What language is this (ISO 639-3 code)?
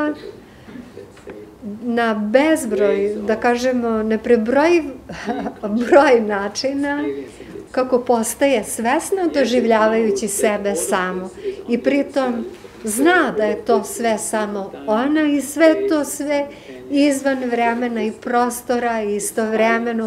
srp